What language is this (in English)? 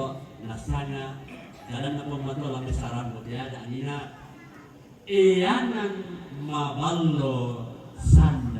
Toraja-Sa'dan